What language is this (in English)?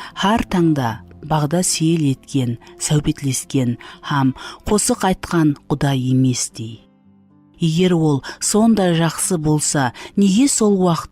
Kara-Kalpak